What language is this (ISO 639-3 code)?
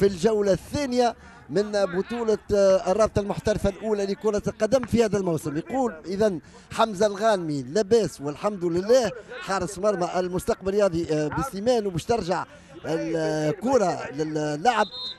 aeb